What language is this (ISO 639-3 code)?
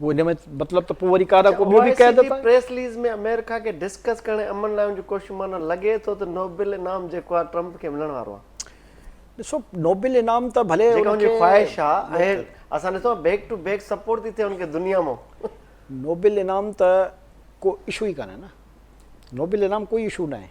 snd